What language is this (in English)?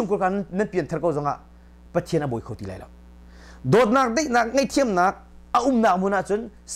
Hakha Chin